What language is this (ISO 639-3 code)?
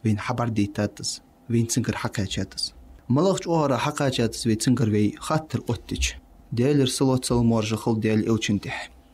inh